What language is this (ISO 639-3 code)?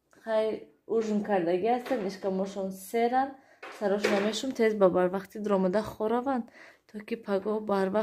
tgk